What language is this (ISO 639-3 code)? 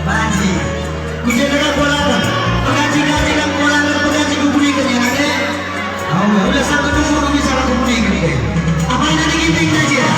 btx